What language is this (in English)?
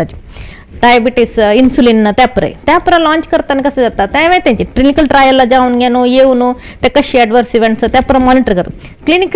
Konkani